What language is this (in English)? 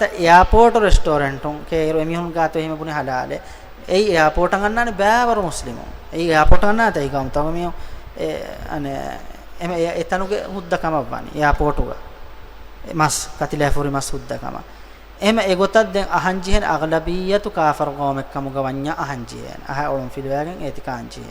Divehi